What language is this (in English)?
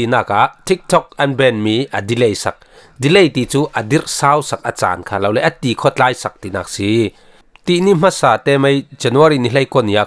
Falam Chin